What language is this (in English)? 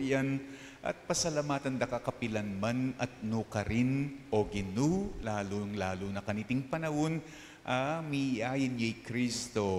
Pampanga